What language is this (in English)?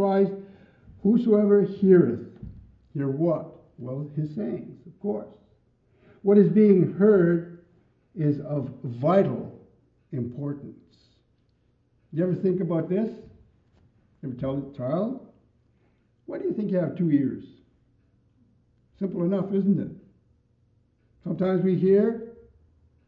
English